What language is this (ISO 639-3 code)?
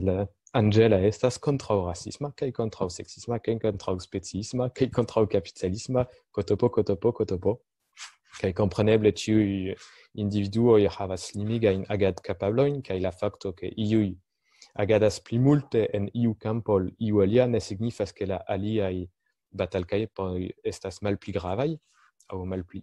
epo